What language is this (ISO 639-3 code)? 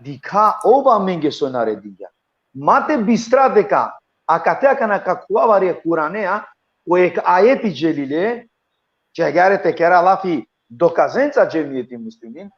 rmn